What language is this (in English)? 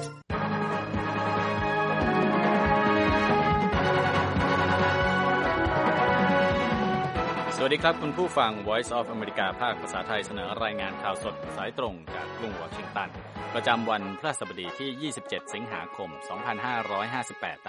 Thai